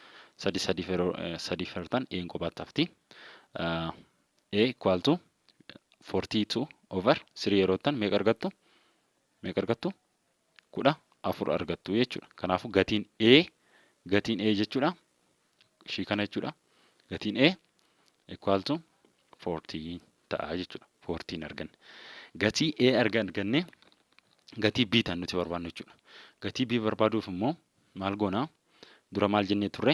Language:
Oromo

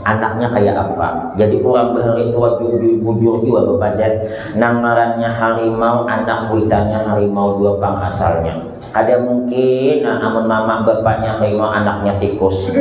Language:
Banjar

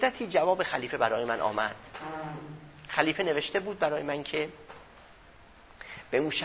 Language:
Persian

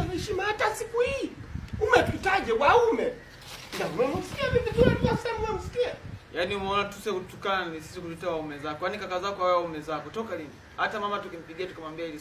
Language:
Swahili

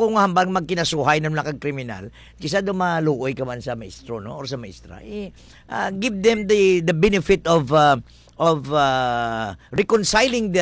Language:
Hiligaynon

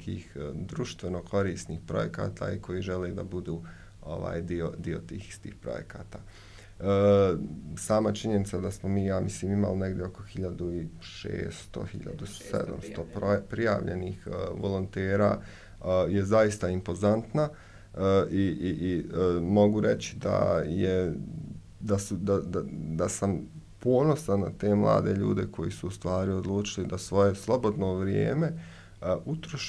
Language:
Bosnian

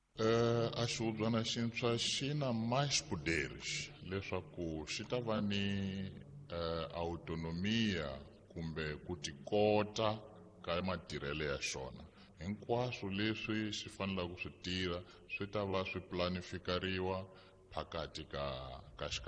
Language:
Tsonga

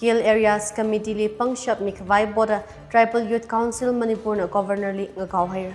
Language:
Tangkhul Naga (India)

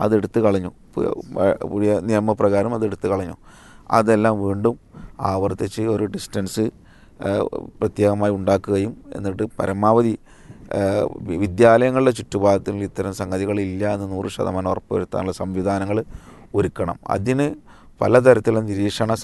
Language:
Malayalam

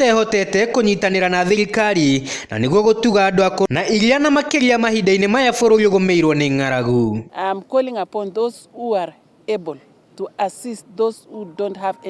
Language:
Kikuyu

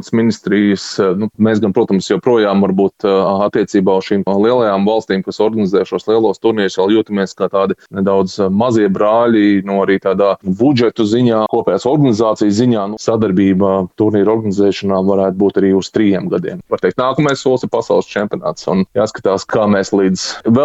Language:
Latvian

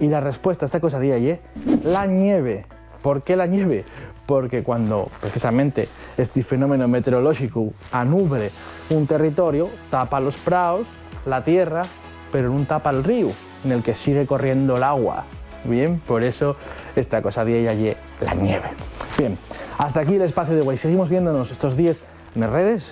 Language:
Asturian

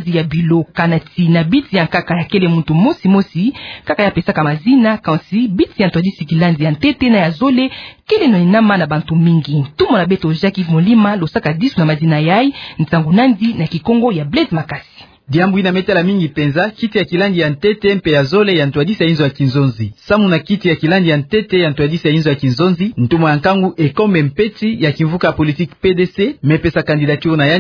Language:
Kituba (Democratic Republic of Congo)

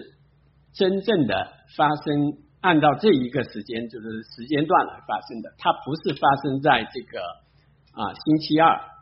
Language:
Chinese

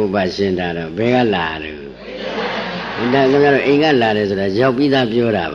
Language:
Burmese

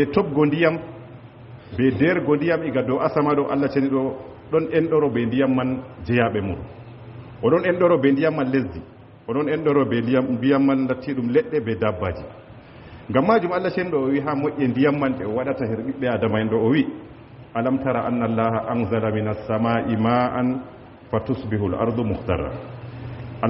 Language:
Fula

